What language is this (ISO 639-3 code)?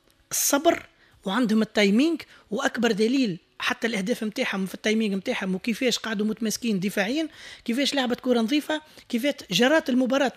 aeb